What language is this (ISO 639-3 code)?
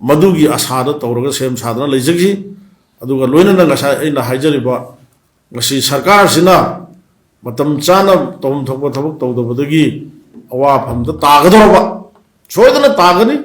mni